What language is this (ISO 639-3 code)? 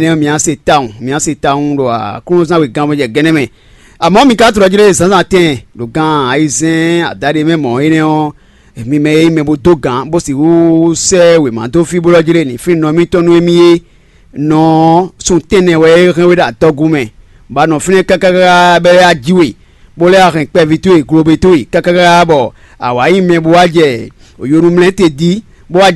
fon